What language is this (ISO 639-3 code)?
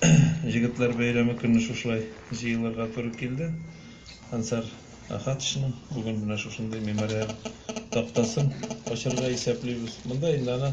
tat